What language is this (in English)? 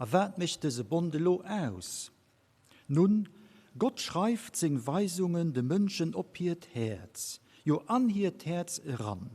Luxembourgish